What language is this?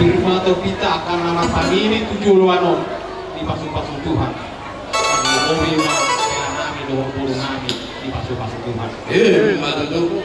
Batak Toba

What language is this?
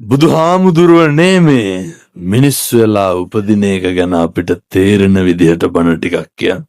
Sinhala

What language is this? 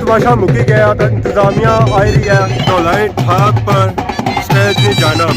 Pahari-Potwari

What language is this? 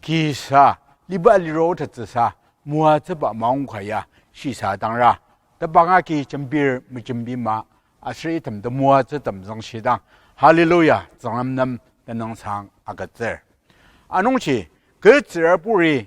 Ao Naga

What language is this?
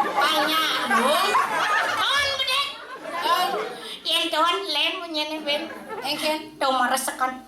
Balinese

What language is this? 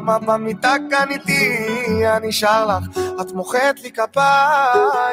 Hebrew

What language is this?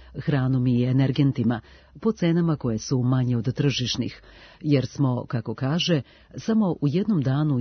Serbian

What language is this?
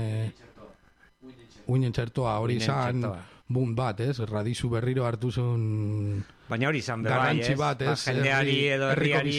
Basque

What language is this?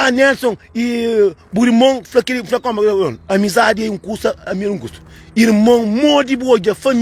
Kabuverdianu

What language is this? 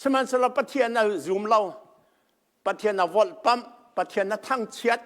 Hakha Chin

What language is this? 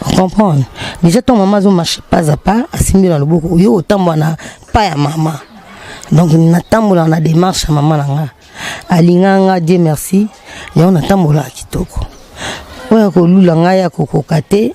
Lingala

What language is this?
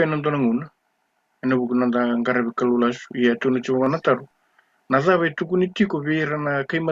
Fijian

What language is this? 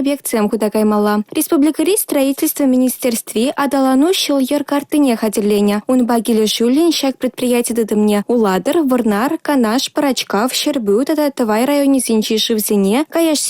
Chuvash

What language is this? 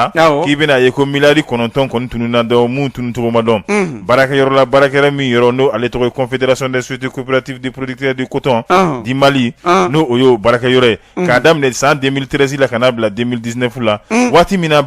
Bambara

